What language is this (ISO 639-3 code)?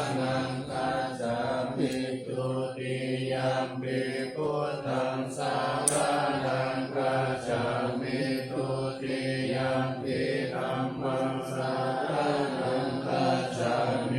pli